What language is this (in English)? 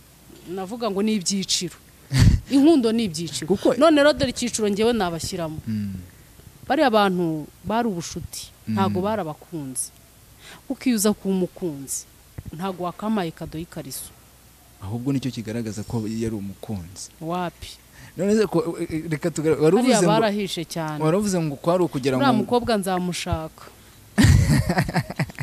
Kinyarwanda